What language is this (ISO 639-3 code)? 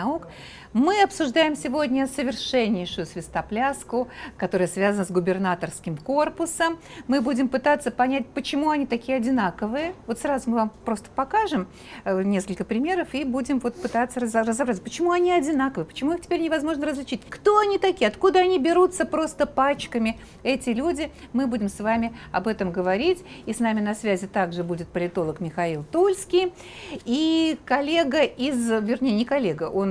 rus